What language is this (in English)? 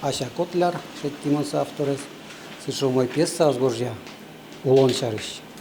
Udmurt